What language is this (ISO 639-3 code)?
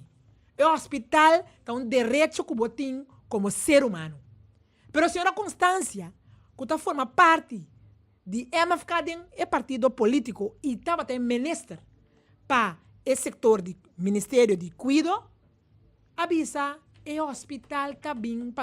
pap